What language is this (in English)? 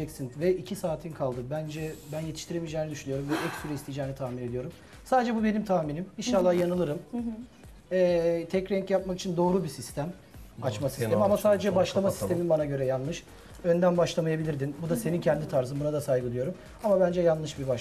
Turkish